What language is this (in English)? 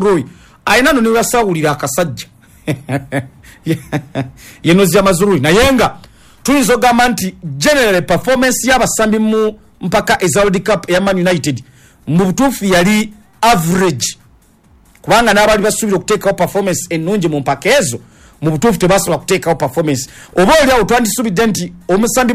Ganda